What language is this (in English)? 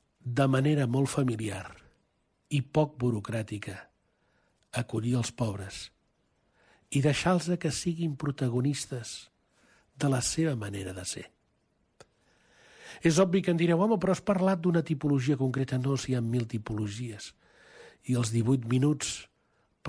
Catalan